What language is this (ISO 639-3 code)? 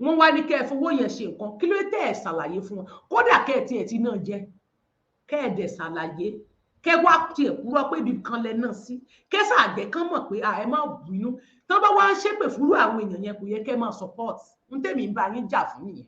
yor